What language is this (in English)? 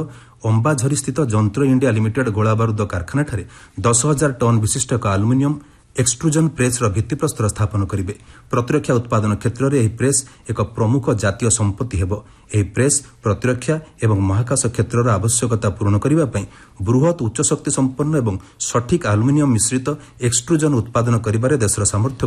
Odia